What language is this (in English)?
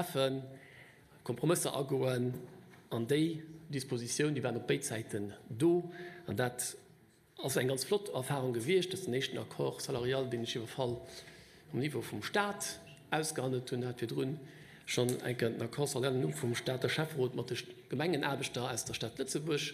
Luxembourgish